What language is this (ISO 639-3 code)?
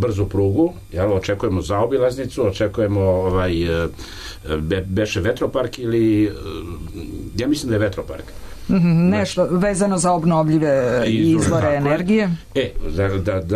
srp